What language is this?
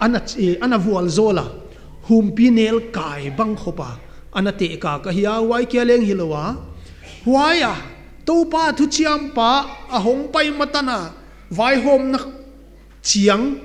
Paite Chin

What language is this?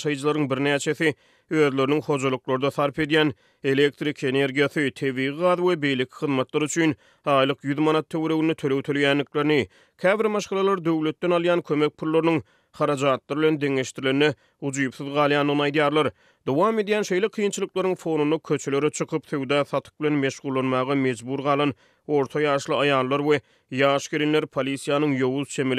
Turkmen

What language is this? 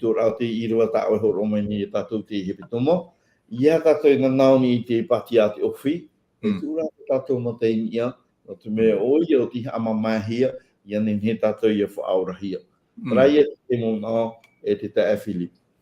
Tahitian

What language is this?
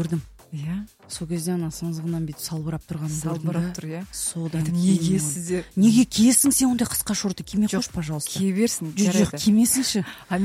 Kazakh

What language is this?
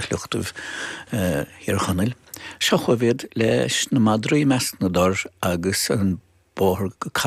Irish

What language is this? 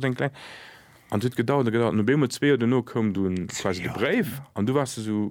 Luxembourgish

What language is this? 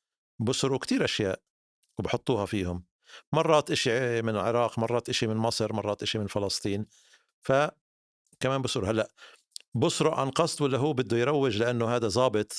North Levantine Arabic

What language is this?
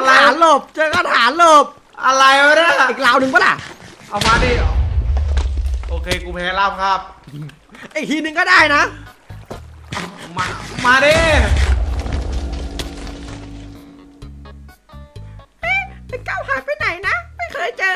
Thai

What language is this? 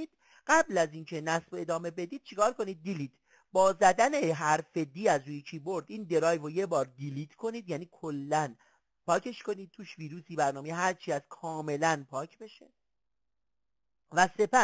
Persian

